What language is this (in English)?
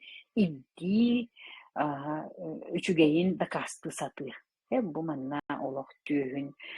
Yakut